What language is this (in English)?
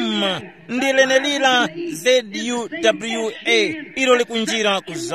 Tumbuka